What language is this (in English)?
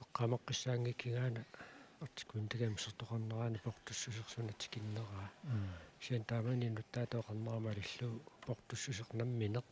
Kalaallisut